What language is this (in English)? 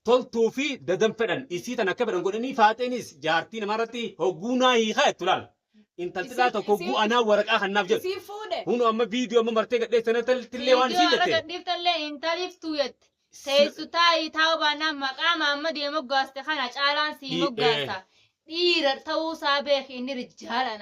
Oromo